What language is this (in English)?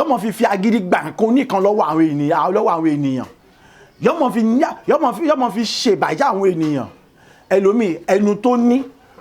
Yoruba